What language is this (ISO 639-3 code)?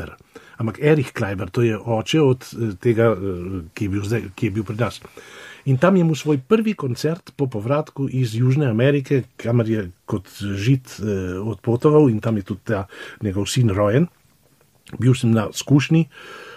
slv